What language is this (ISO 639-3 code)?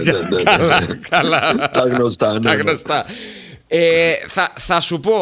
ell